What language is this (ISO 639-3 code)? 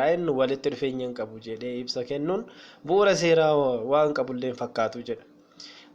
orm